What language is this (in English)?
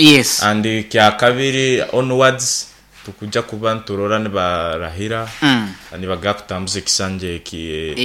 Nyankole